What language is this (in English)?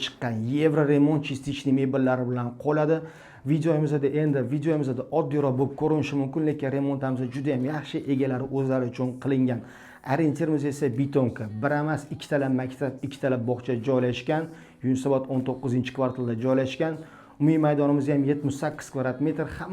Uzbek